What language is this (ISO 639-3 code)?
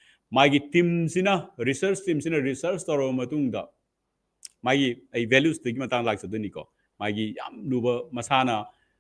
mni